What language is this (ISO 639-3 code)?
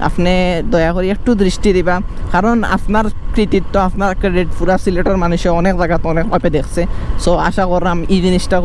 syl